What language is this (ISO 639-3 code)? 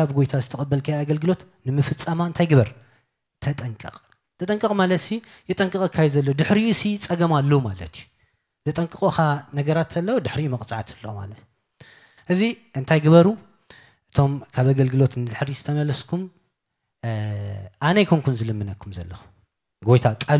tir